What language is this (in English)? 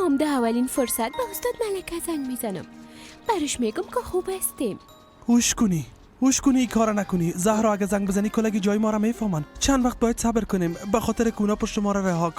Persian